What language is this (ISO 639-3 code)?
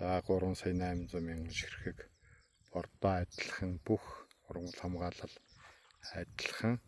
mon